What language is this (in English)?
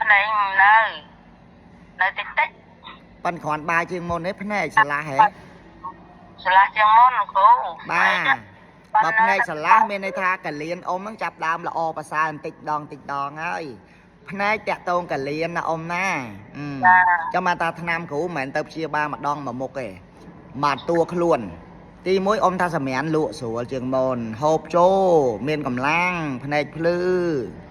Khmer